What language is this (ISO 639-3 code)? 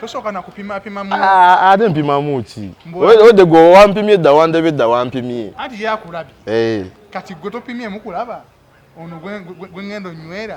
lug